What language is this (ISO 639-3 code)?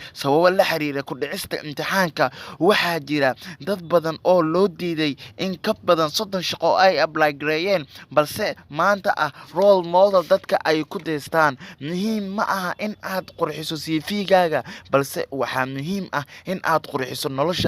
som